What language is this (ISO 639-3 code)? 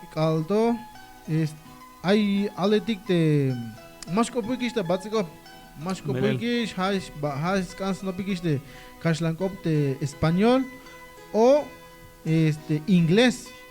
tzh